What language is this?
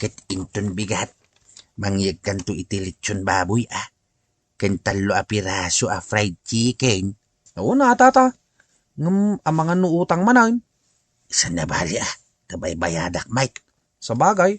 Iloko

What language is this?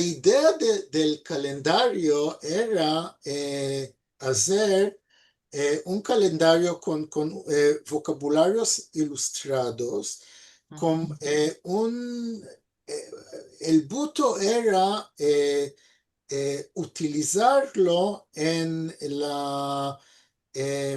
Ladino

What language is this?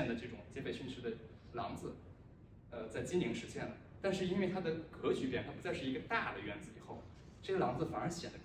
Chinese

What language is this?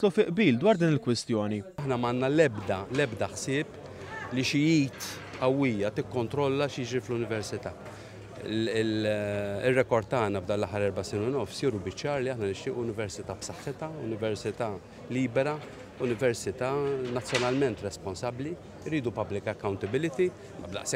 Maltese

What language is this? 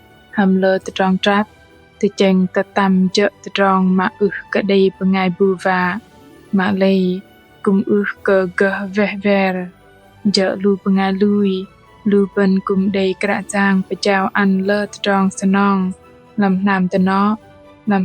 Bahnar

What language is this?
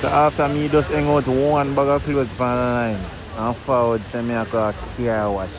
Jamaican Creole English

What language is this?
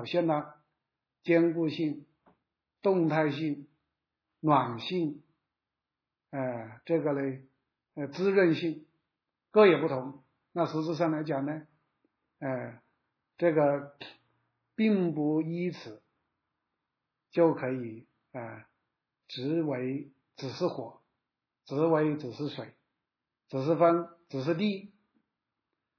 Chinese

